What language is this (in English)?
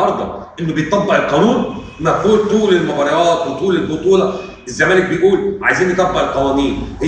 Egyptian Arabic